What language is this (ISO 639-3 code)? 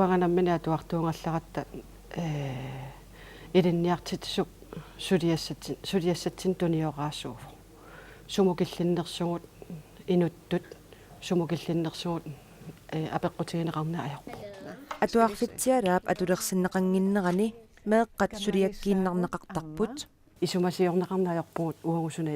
kal